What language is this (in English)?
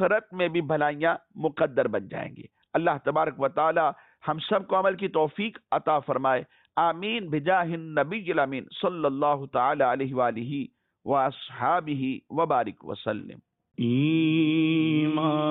Urdu